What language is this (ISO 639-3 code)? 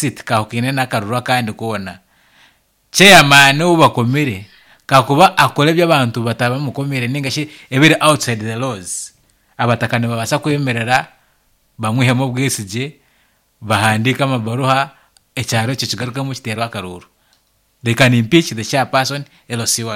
nyn